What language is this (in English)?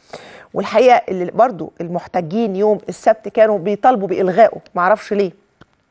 Egyptian Arabic